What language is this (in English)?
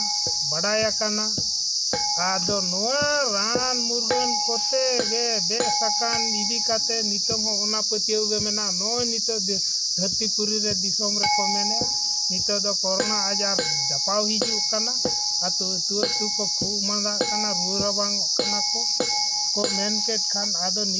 Santali